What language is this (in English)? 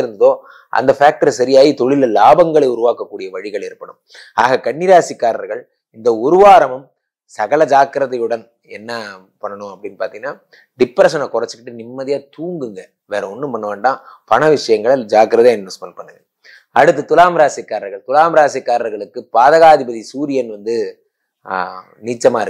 Tamil